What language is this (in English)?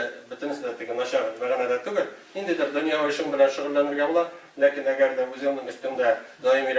Tatar